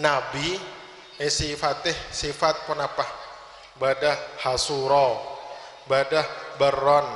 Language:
Madurese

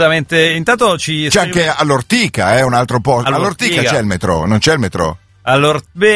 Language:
Italian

